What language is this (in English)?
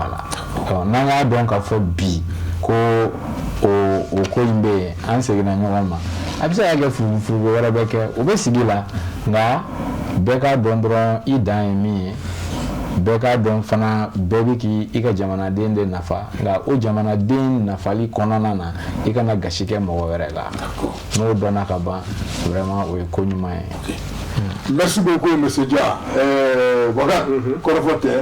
Bambara